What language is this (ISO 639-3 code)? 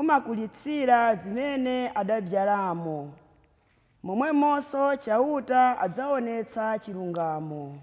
nya